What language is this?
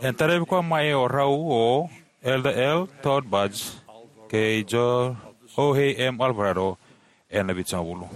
Fijian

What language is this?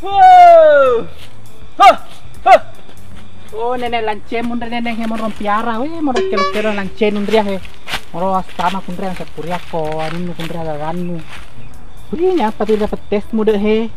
Buginese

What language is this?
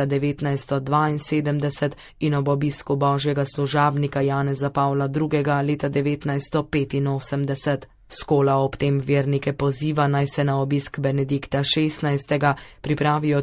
Slovenian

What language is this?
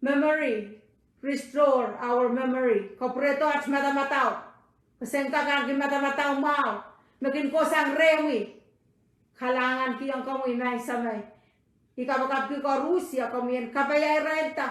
Pohnpeian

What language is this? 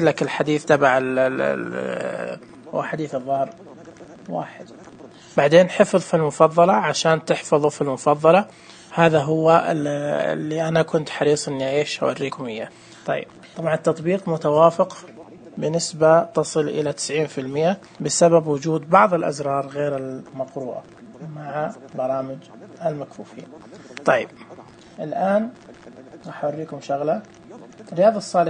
Najdi Arabic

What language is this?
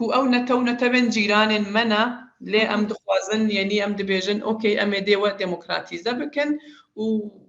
Kurdish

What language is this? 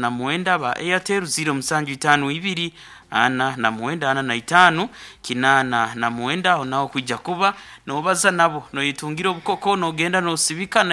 Nyoro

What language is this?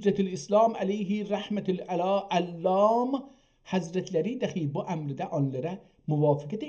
South Azerbaijani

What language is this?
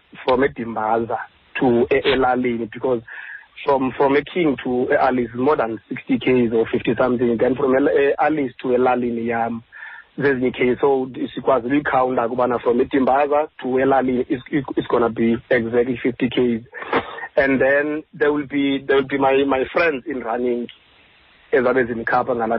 Xhosa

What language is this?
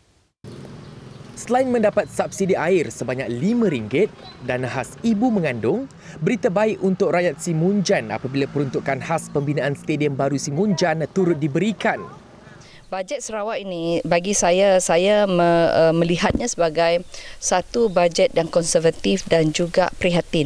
Malay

